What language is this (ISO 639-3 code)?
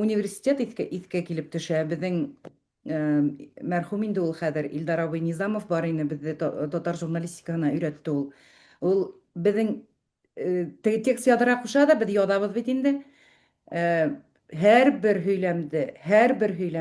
bak